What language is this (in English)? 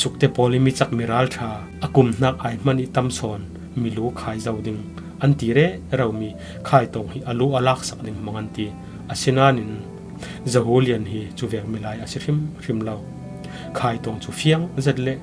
Falam Chin